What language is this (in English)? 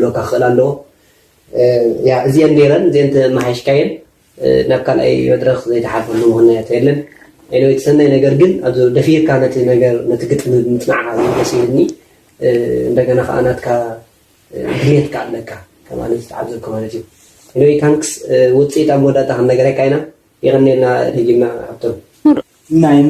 Tigrinya